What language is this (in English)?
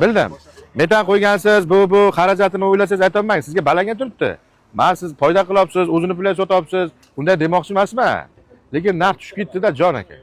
Uzbek